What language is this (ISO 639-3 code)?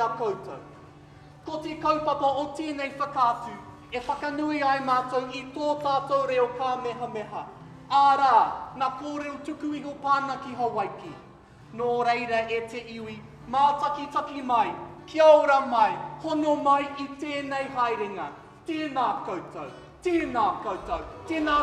mri